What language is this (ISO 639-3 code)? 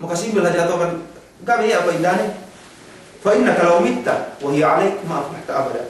yka